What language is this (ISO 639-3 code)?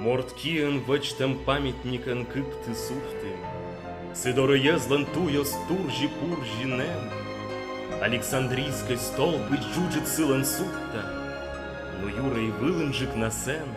kom